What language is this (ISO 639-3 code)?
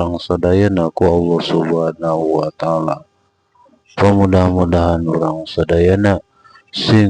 sun